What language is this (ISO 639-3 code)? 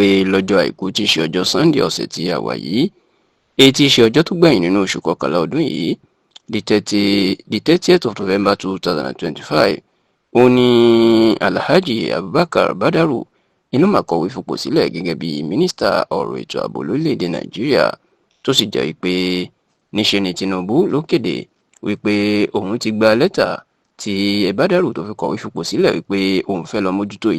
yor